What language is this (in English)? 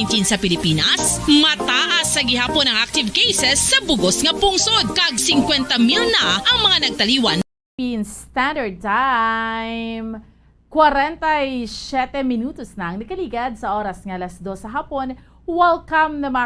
Hiligaynon